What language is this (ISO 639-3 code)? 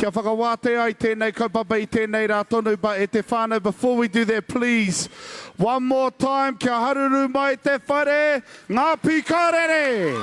mri